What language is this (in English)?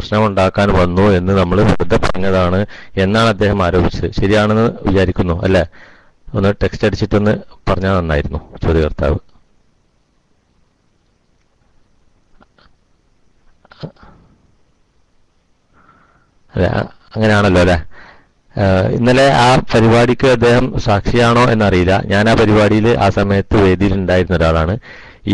Malayalam